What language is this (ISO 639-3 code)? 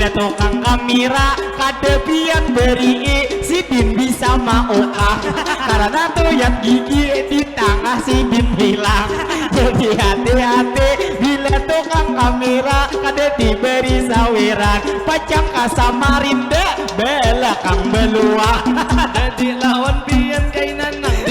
bjn